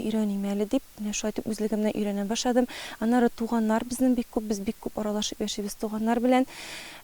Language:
Tatar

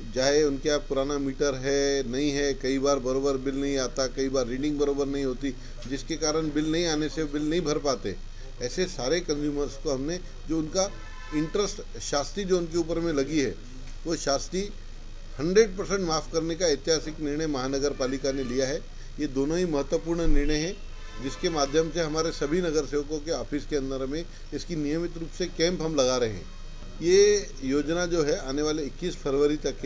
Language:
Hindi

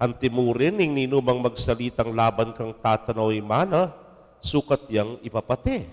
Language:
Pampanga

